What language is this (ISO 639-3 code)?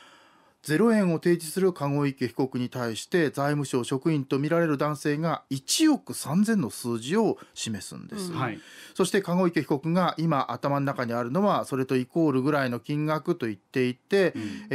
jpn